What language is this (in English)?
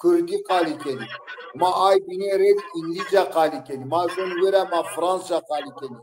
Zaza